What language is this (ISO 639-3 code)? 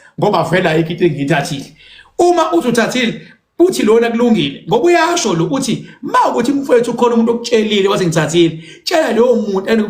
zul